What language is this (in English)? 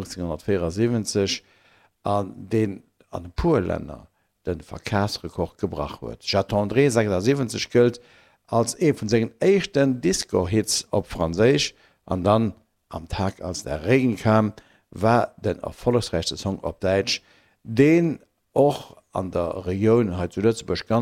Luxembourgish